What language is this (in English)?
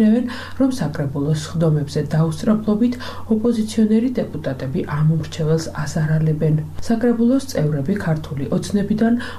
Georgian